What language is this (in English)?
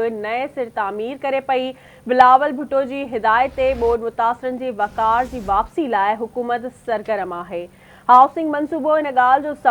Sindhi